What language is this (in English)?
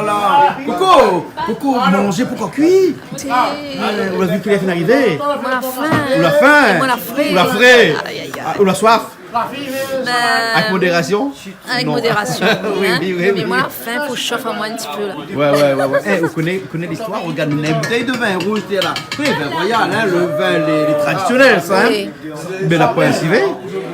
Réunion Creole French